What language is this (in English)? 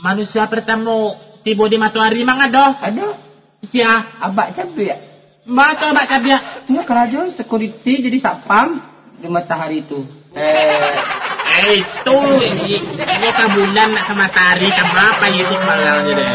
Minangkabau